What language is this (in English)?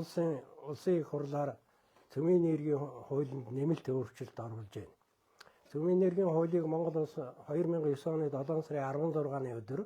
Mongolian